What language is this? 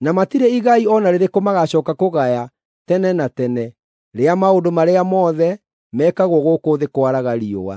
Kikuyu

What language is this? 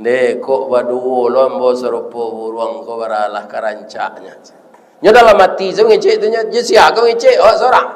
Minangkabau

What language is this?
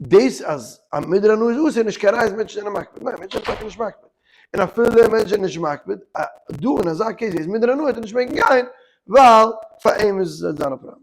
Yiddish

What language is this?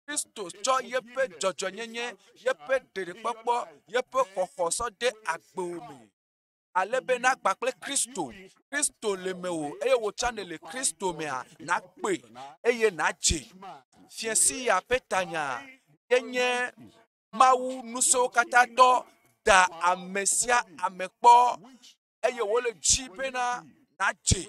Ewe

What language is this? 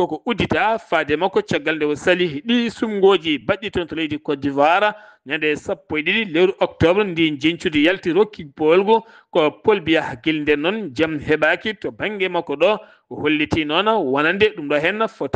Fula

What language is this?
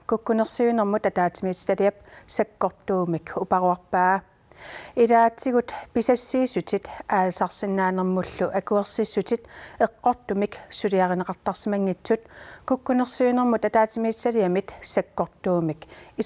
Kalaallisut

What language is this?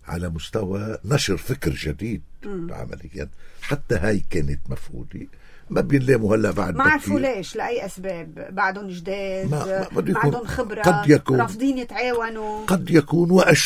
North Levantine Arabic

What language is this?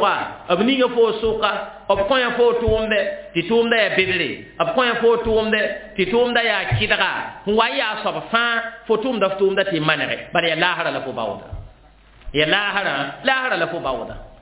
Mossi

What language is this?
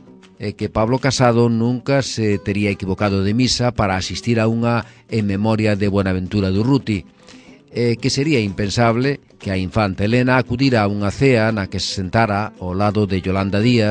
Galician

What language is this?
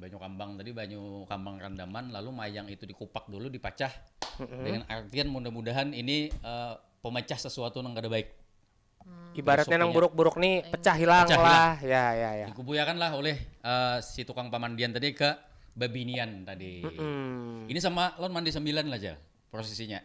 Banjar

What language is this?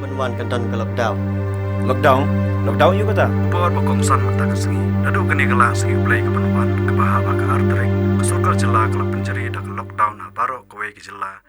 Khasi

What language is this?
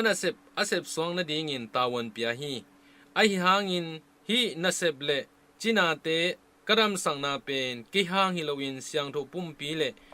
Tedim Chin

